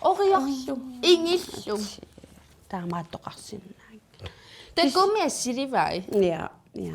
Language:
Kalaallisut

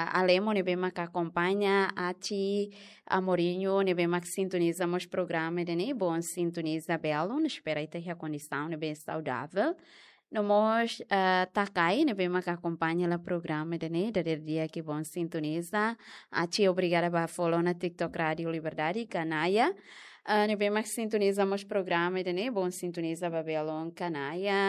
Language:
Tetum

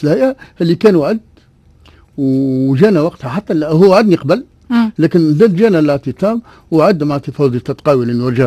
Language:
Tunisian Arabic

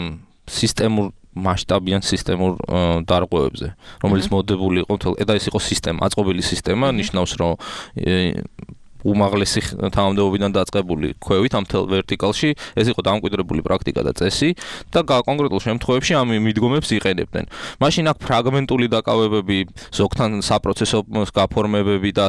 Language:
Georgian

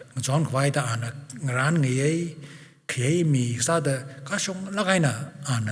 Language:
Tangkhul Naga (India)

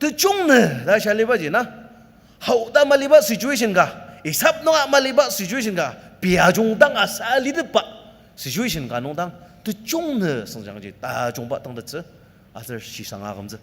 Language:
Ao Naga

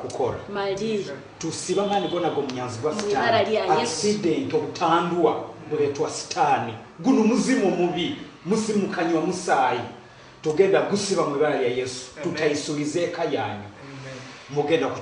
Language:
Nyoro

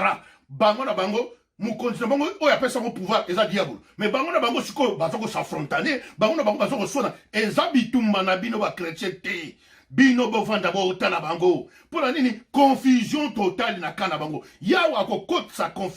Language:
Lingala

